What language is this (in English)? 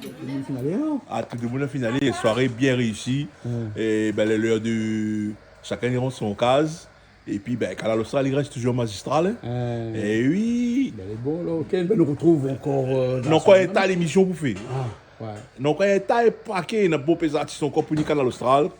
Réunion Creole French